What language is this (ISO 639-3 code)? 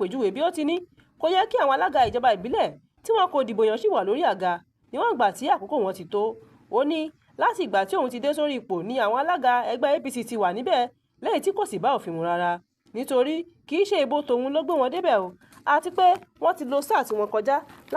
yor